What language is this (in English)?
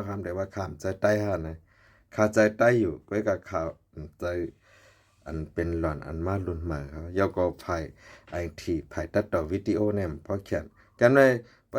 Shan